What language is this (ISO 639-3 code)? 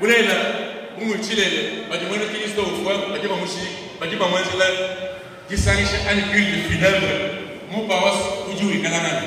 lua